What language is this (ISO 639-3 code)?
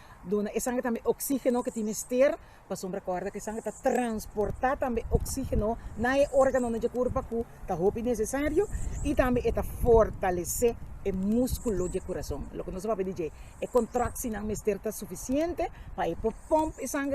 pap